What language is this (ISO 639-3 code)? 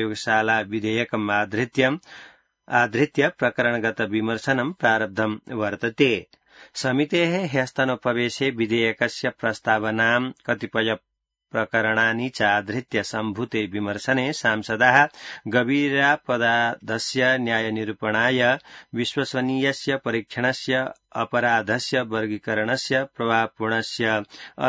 san